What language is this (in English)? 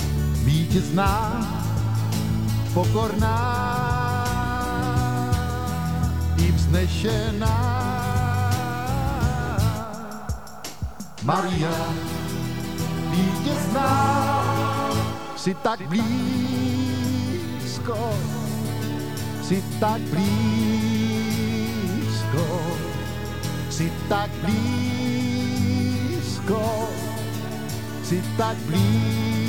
Czech